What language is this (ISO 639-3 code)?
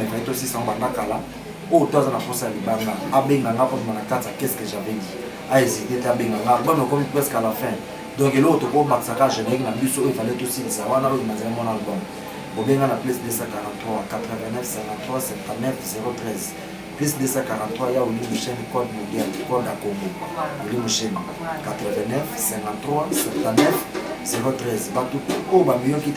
lin